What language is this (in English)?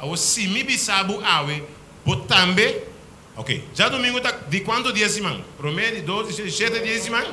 Papiamento